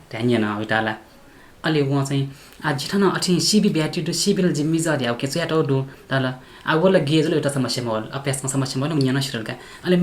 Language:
Newari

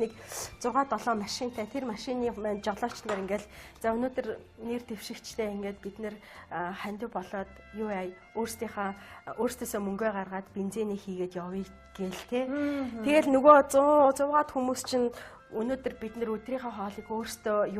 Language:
Mongolian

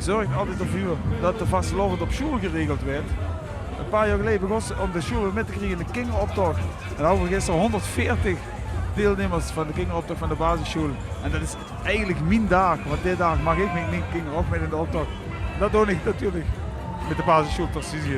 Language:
Limburgish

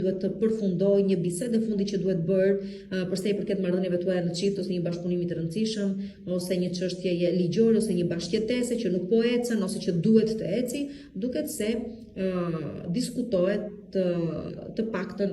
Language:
Albanian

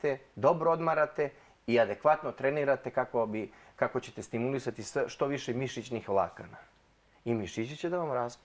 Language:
Serbian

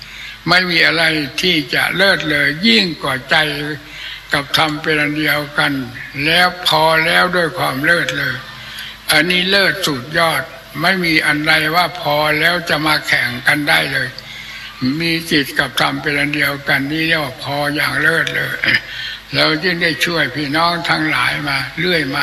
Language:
Thai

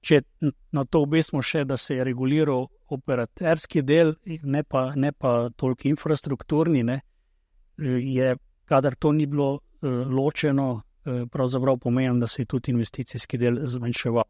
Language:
Slovenian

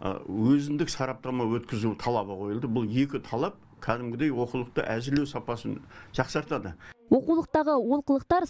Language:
Kazakh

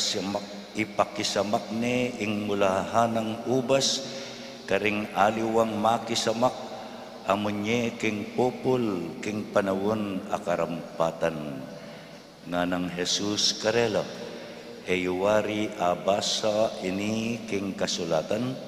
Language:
Pampanga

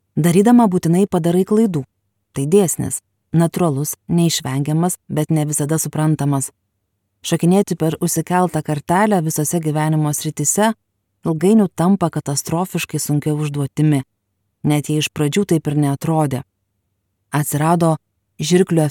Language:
Lithuanian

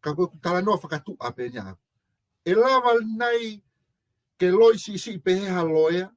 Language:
Tongan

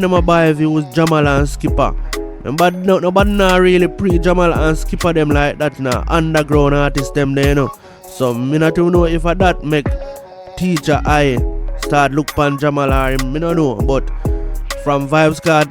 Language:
Jamaican Creole English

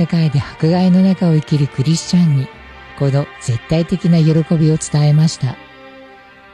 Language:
Japanese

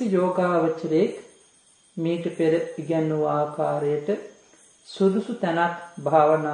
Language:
Sinhala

